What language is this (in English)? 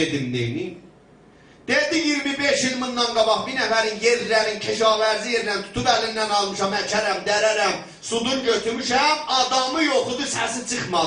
South Azerbaijani